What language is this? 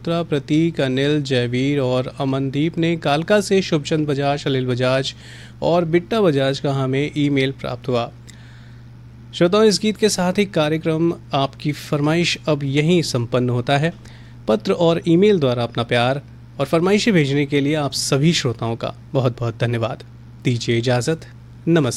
Hindi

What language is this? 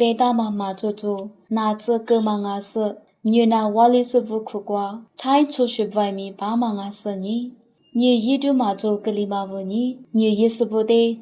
Lisu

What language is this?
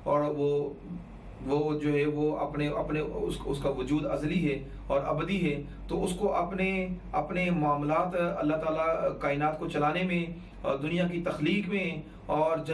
Urdu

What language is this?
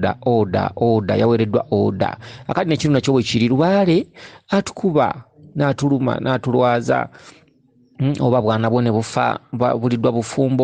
Ganda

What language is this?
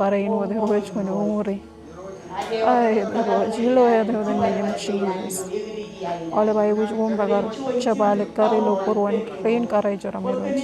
Marshallese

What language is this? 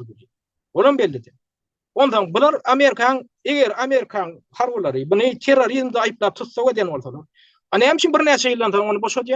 Turkmen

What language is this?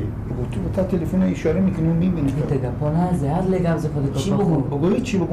Persian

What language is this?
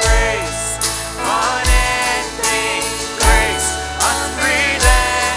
Plautdietsch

